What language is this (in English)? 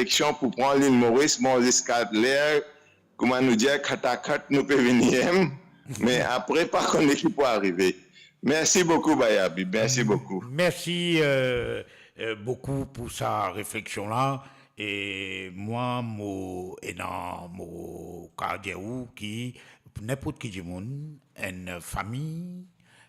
Morisyen